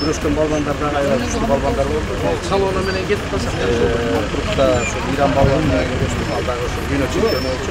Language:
Kyrgyz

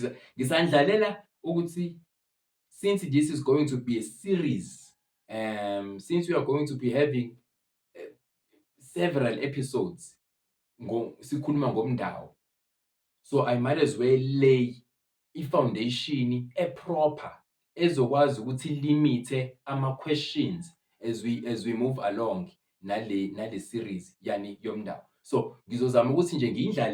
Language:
Zulu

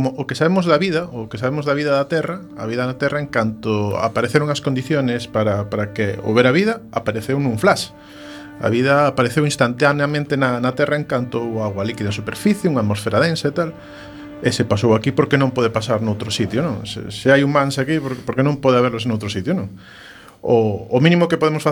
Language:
Galician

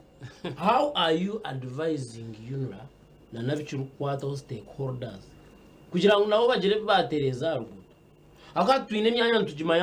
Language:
Nyankole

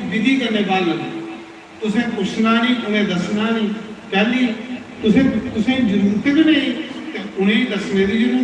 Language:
Dogri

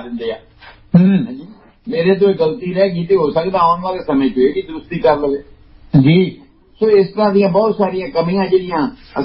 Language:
Punjabi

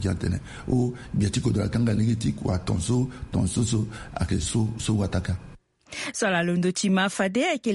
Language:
Sango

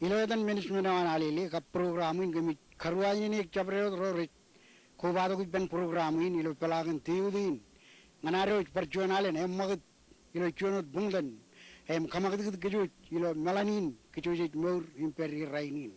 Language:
Marshallese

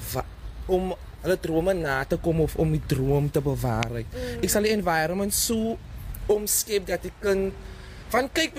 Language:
Afrikaans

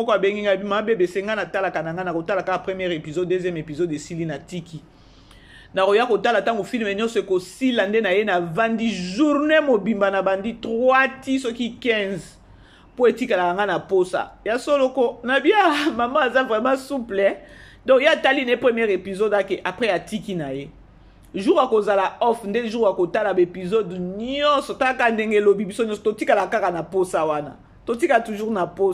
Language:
Lingala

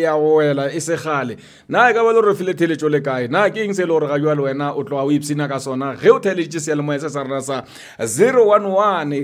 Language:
Northern Sotho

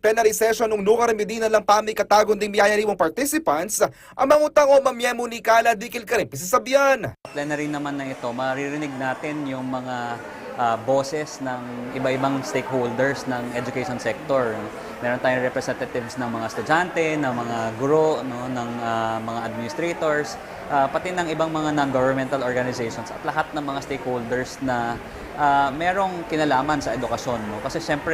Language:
Pampanga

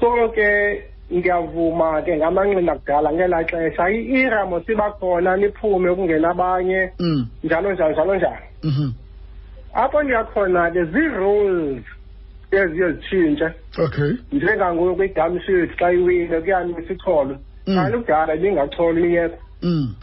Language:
Xhosa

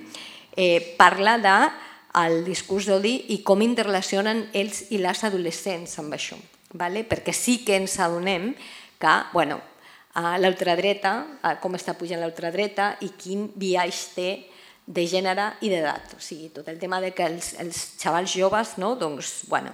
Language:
Catalan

